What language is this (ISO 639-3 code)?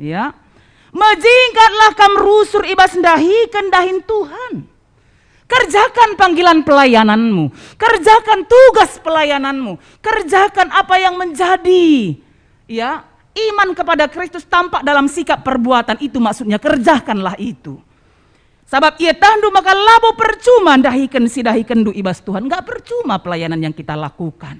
btx